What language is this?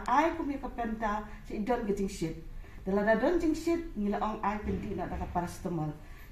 Khasi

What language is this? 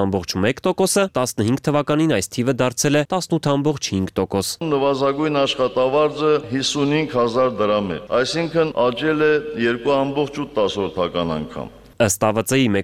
Armenian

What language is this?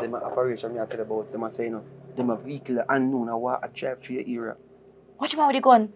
Jamaican Creole English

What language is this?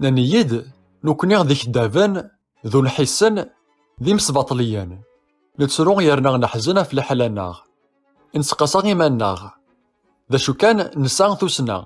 Kabyle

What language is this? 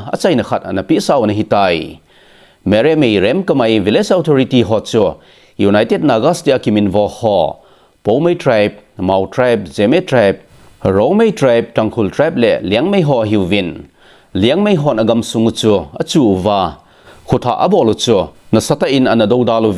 Thado Chin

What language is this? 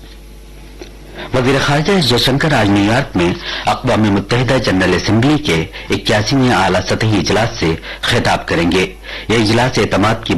Urdu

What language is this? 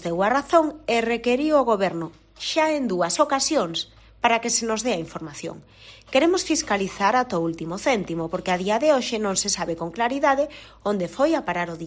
Galician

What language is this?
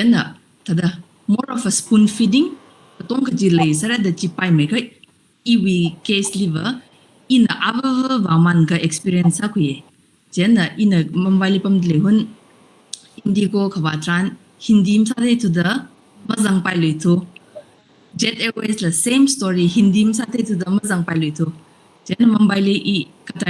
Tangkhul Naga (India)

